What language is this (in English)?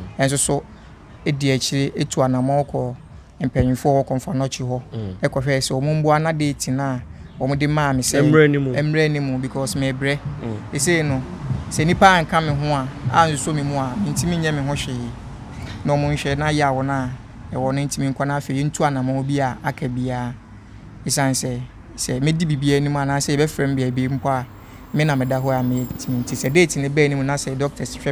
Akan